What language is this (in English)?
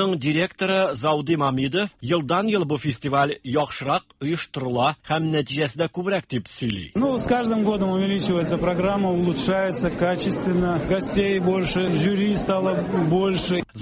Tatar